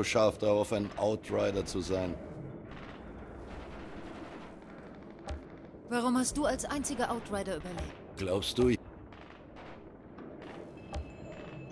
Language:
German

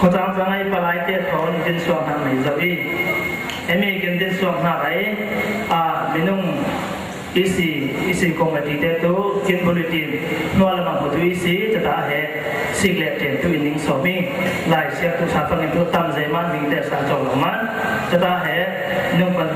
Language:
Falam Chin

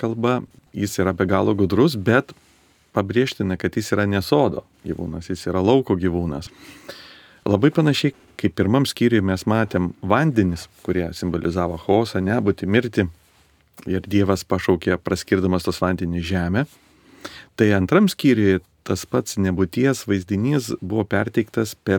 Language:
Lithuanian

